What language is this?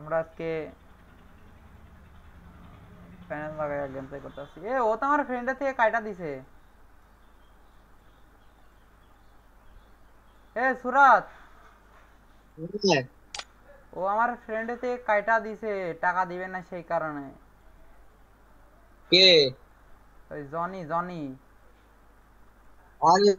Bangla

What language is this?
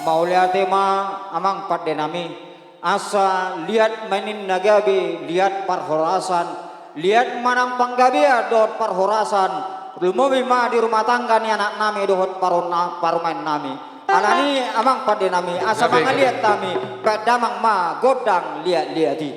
Batak Toba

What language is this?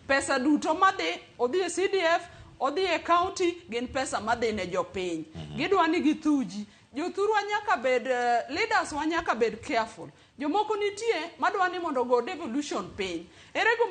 Luo (Kenya and Tanzania)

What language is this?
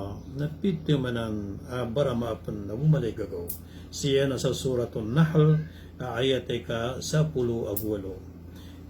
Maranao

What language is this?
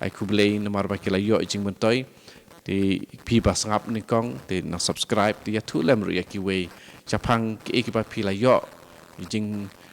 Khasi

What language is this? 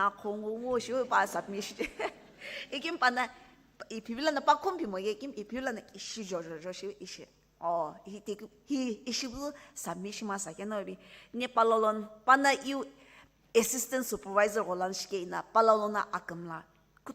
Sumi Naga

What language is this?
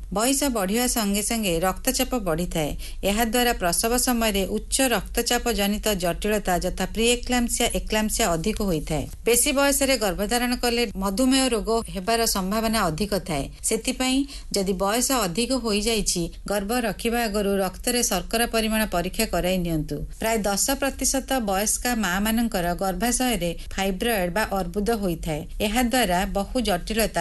Odia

